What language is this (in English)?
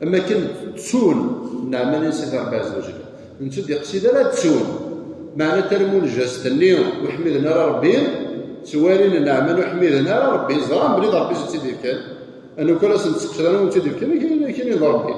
Kabyle